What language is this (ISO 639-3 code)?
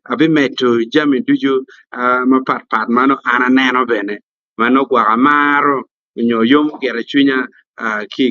ach